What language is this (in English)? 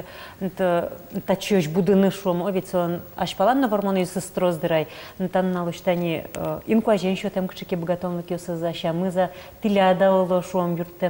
Udmurt